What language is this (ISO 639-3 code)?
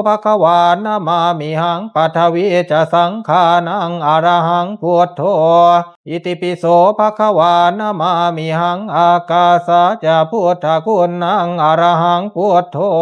pli